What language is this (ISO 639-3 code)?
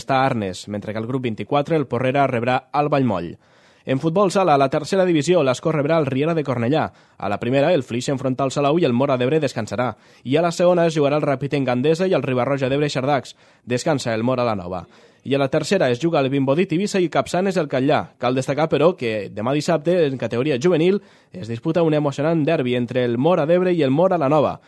cat